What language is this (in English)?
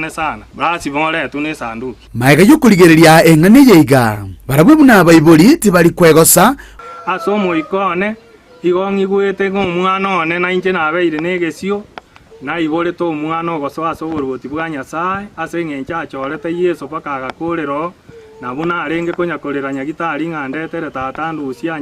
Gusii